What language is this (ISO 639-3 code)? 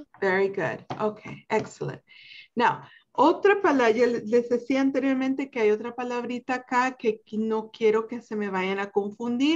spa